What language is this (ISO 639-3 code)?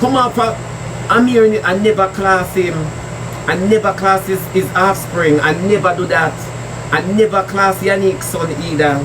jam